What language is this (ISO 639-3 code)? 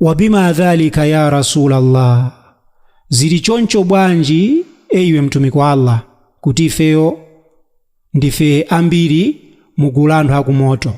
nya